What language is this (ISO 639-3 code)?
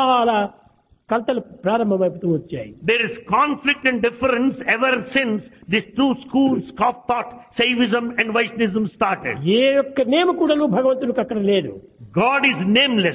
tel